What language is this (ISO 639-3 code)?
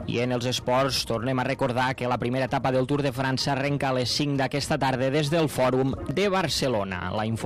cat